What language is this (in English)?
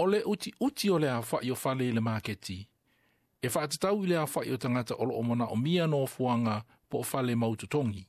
Samoan